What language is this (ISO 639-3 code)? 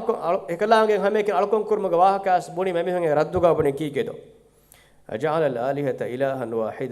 div